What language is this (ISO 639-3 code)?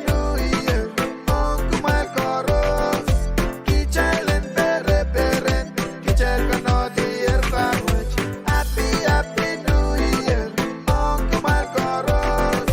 pon